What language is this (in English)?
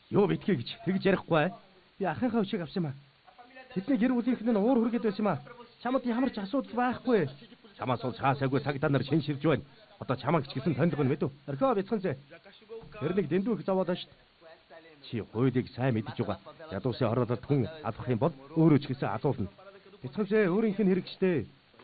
Mongolian